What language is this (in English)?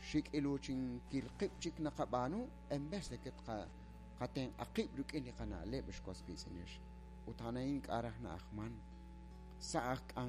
Kekchí